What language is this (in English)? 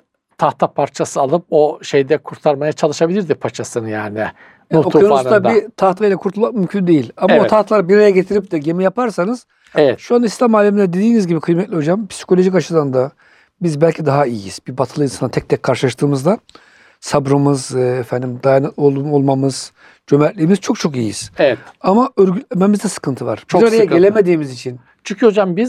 Turkish